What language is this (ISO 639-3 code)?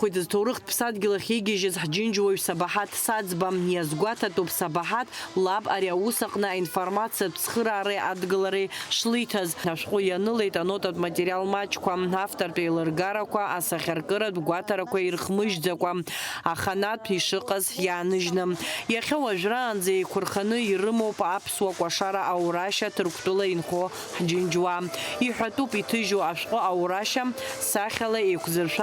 abk